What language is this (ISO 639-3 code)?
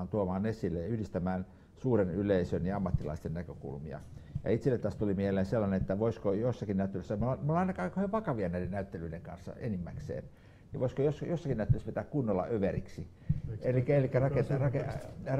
fin